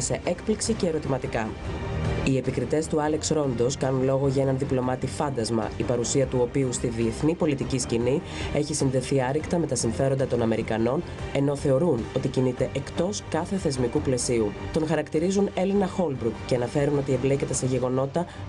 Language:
Greek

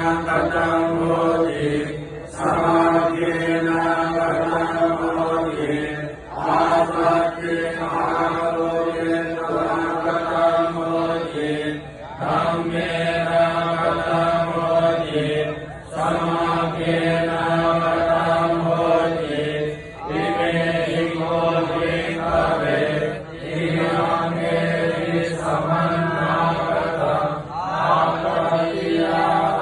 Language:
Pali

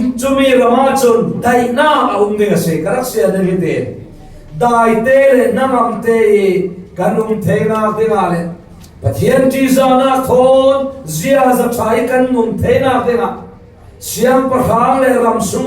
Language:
Falam Chin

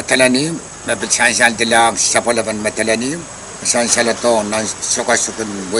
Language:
Pohnpeian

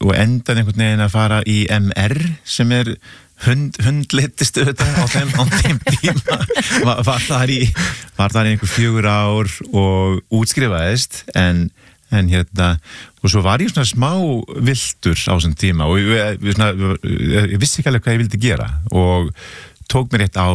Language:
Icelandic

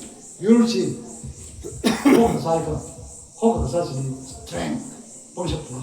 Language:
Tangkhul Naga (India)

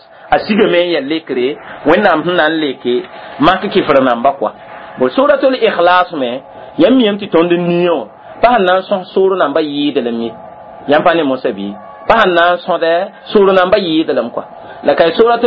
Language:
Mossi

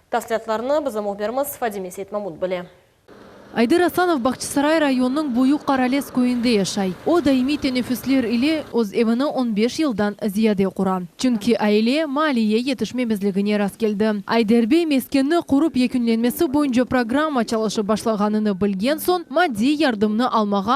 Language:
Crimean Tatar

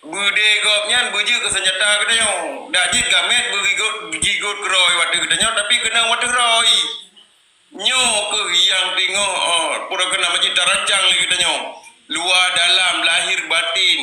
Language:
Achinese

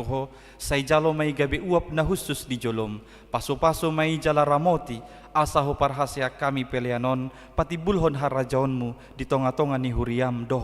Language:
Batak Toba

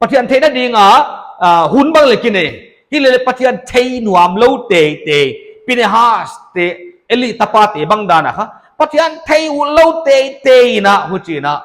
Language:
Paite Chin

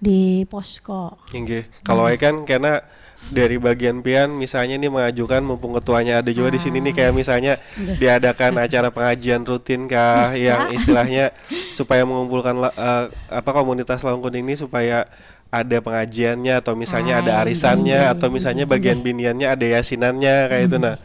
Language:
Banjar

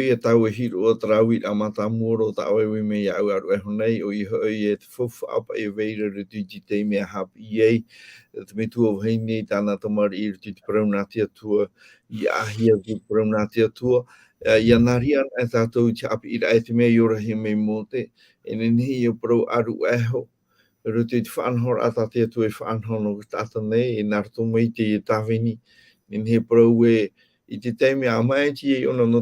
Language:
Tahitian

